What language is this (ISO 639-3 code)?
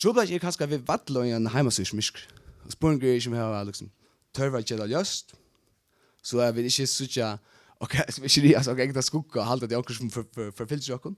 fao